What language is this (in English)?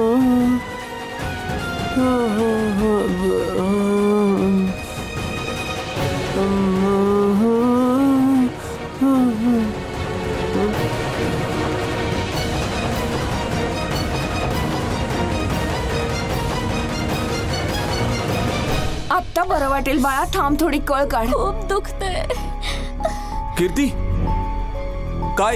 Marathi